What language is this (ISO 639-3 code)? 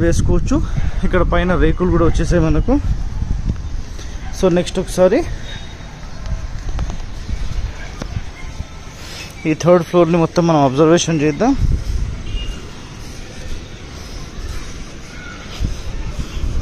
tel